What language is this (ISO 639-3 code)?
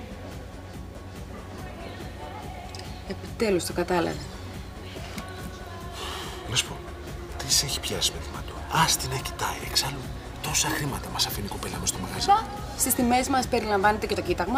ell